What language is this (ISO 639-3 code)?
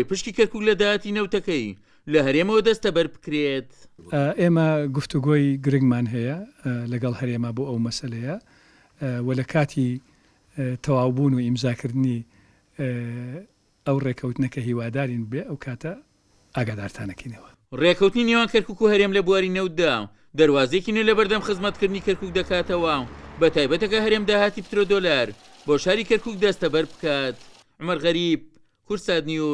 ckb